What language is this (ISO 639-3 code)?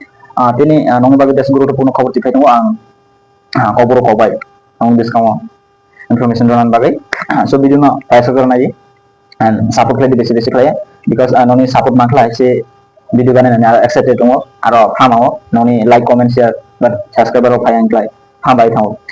trp